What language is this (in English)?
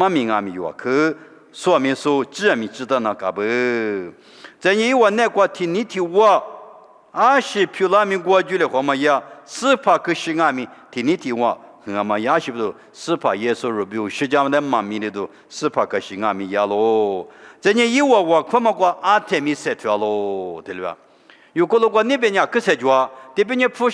Lisu